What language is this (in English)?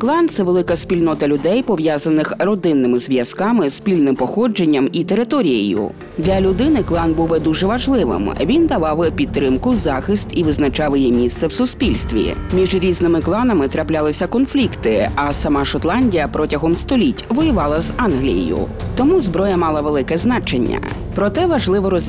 Ukrainian